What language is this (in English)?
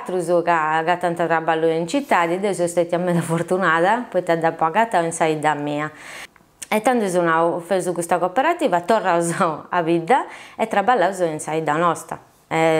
Sardinian